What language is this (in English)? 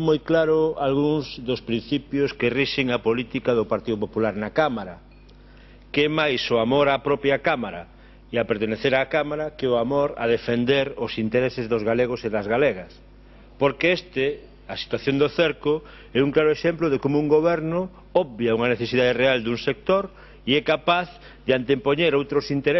Galician